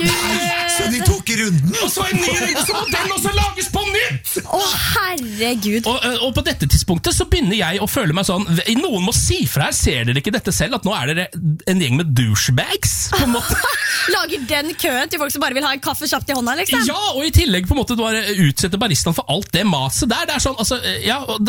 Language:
Norwegian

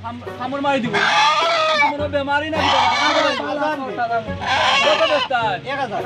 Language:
Sylheti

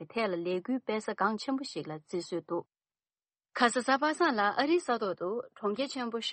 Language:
Tibetan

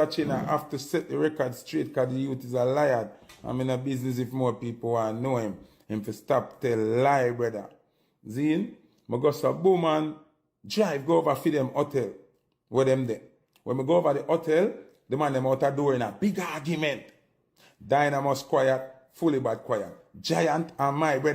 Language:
Jamaican Creole English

